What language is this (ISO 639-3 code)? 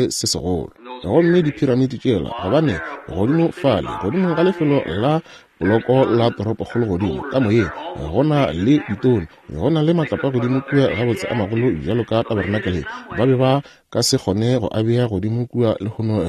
nso